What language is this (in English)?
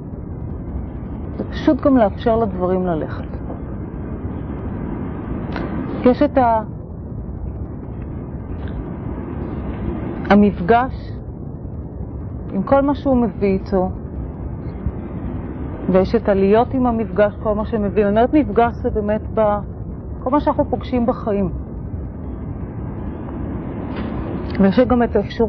Hebrew